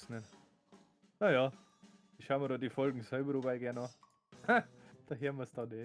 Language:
Bavarian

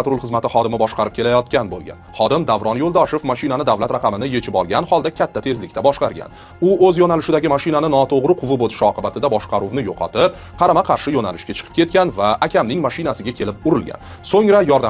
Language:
Uzbek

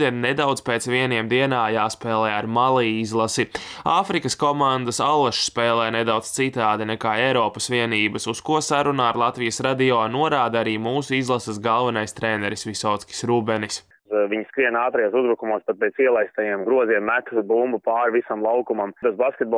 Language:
Latvian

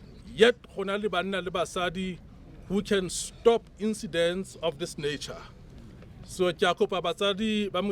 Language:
Tswana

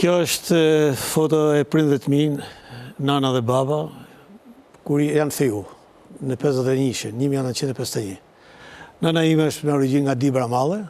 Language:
Albanian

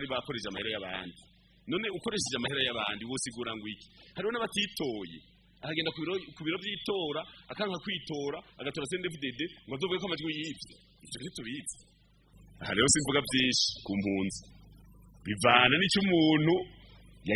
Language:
Rundi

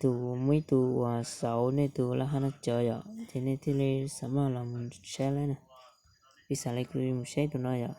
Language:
Hmong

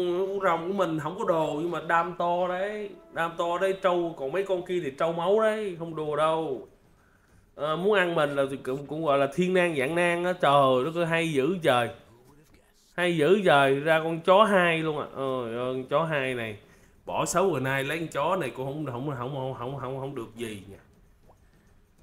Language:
Vietnamese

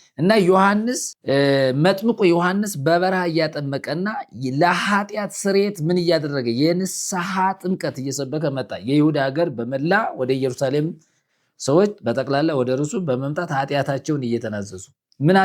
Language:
Amharic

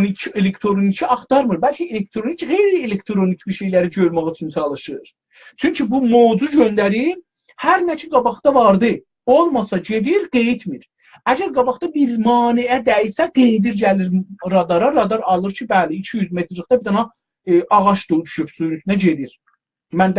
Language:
South Azerbaijani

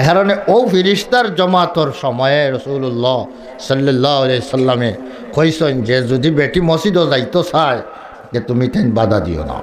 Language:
Sylheti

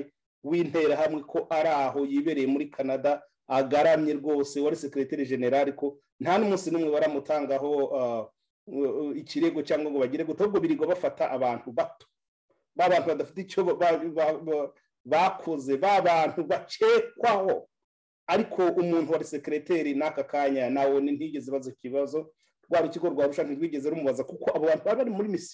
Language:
Kinyarwanda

